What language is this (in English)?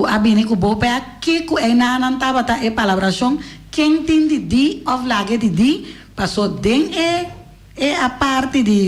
Papiamento